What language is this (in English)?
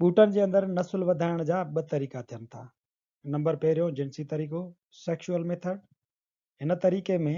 Sindhi